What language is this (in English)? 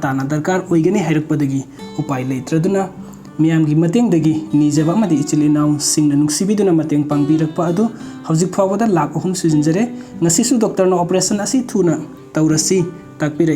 Manipuri